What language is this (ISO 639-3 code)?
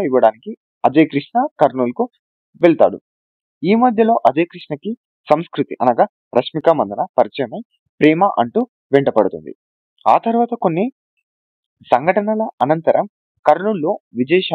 tel